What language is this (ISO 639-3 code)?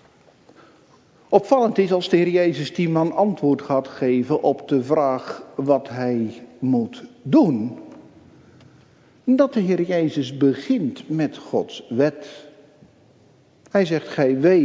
nld